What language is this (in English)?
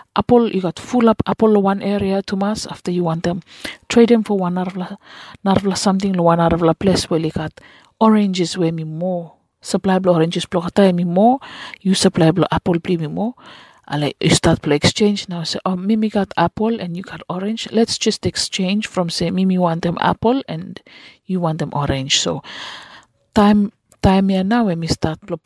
Bislama